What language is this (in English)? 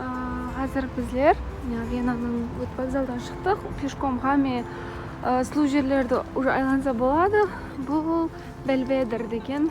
Kara-Kalpak